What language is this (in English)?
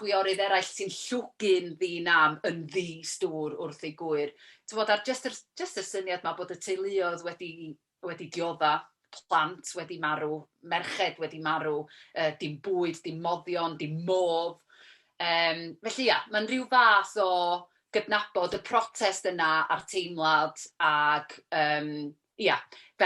Welsh